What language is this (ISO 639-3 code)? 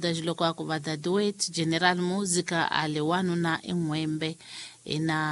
tso